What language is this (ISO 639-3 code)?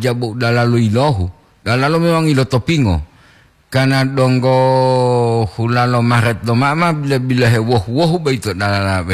gor